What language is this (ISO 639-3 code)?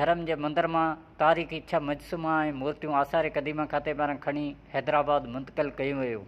snd